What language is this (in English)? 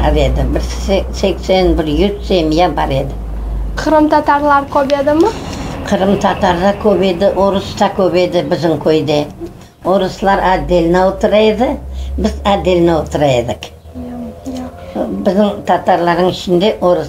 Crimean Tatar